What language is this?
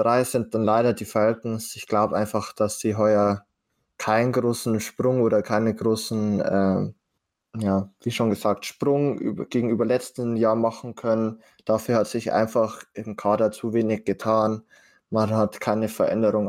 German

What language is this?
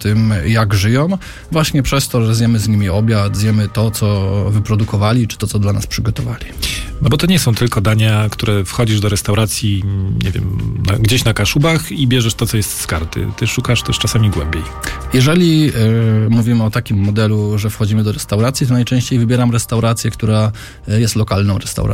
Polish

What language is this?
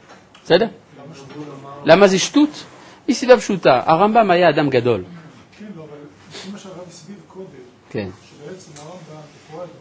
Hebrew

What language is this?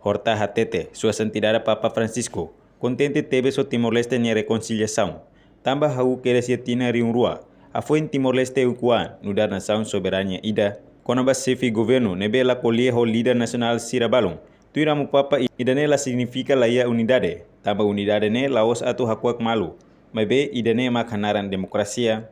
Tetum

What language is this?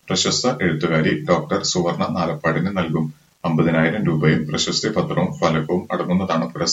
Malayalam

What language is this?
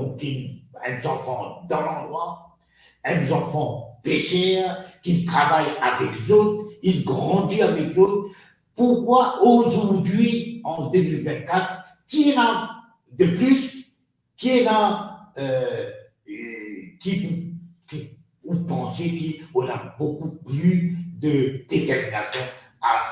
Morisyen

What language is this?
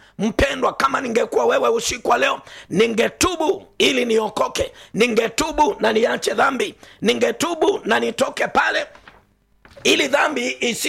Swahili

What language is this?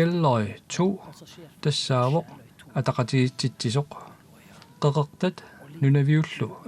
Kalaallisut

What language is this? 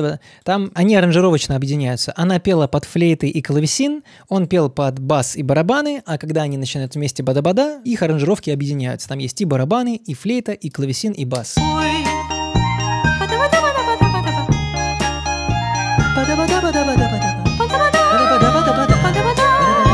Russian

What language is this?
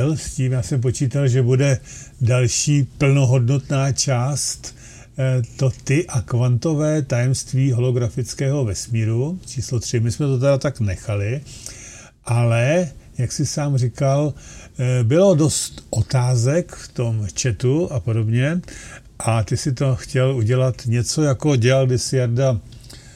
Czech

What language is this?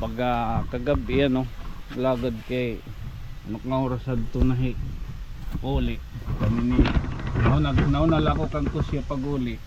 Waray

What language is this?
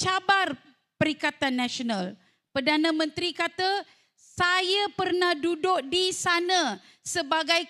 Malay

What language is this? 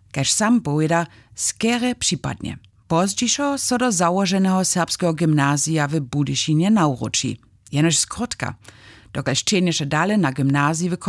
Upper Sorbian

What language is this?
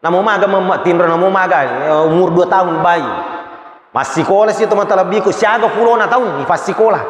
Buginese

